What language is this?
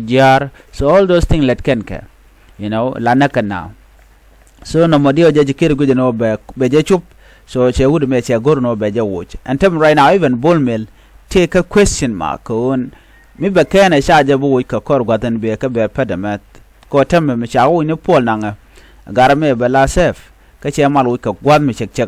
Nuer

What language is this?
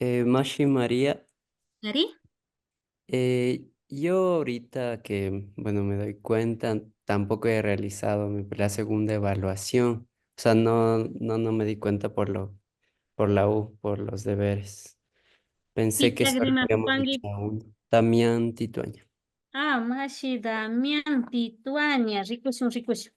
Imbabura Highland Quichua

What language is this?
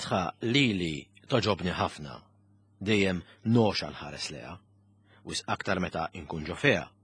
Maltese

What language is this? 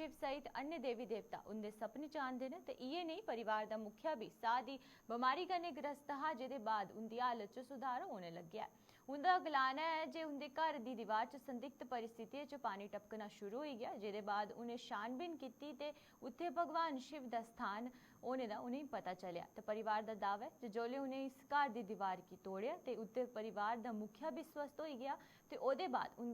Dogri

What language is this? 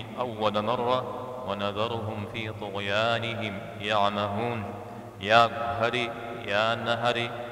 Kabardian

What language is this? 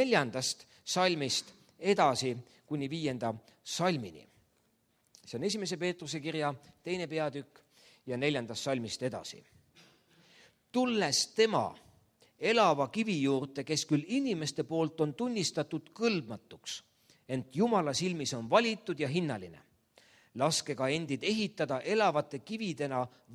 Estonian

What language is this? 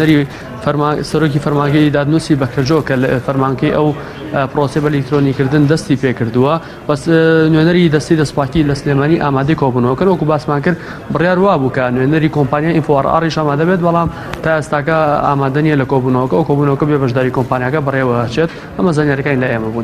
Central Kurdish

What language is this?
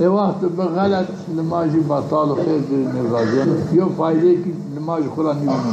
Zaza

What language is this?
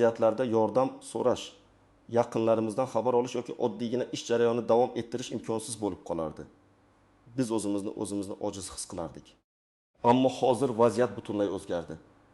Uzbek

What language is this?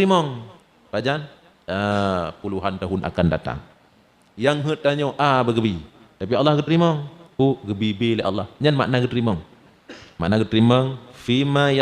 Achinese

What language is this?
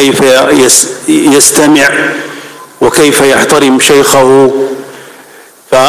Arabic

